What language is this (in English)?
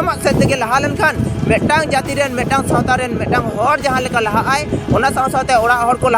Santali